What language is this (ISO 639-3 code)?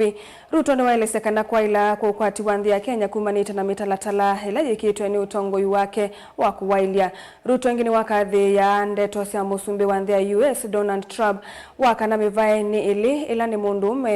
kam